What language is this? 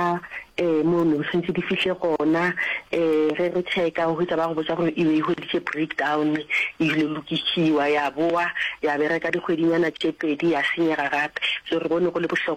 Northern Sotho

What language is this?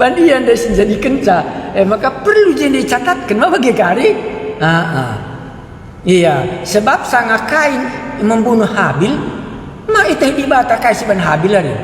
Batak Karo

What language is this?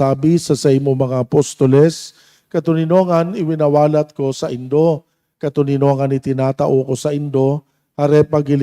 Bikol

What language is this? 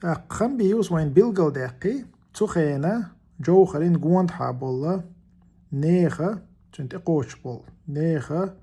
Chechen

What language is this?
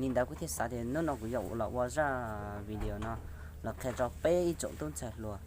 Hmong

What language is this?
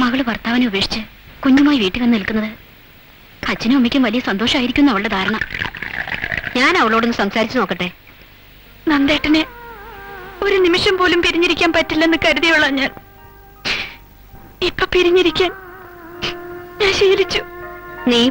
Malayalam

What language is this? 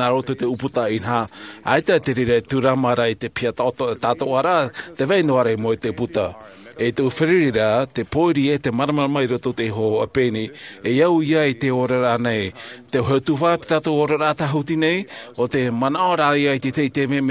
Tahitian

